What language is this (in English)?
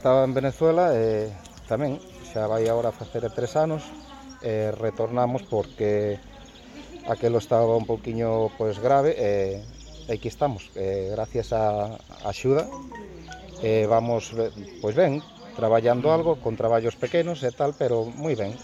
Galician